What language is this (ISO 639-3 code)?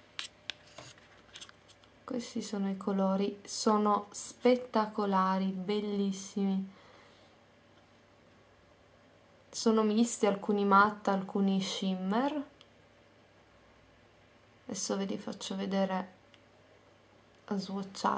ita